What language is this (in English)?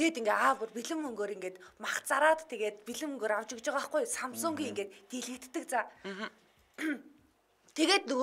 Mongolian